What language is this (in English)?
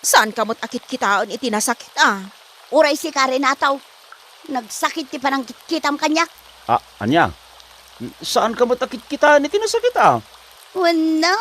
Iloko